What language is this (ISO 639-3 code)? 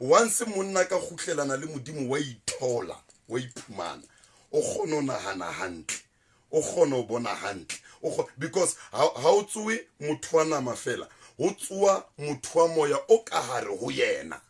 sot